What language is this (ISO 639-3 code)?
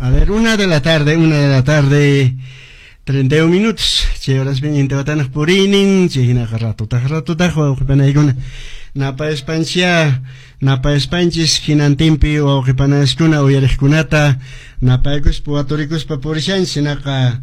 que